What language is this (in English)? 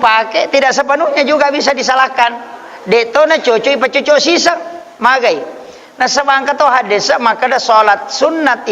Buginese